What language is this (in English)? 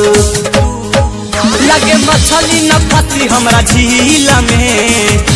Bhojpuri